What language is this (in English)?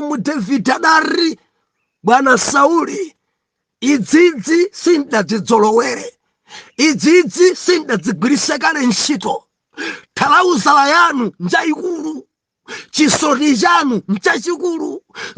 Nyanja